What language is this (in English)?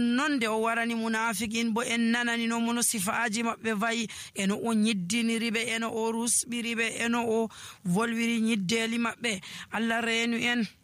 Nigerian Fulfulde